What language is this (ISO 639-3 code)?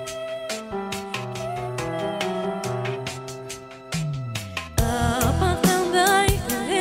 kaz